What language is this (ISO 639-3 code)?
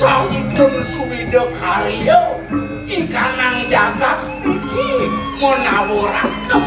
ban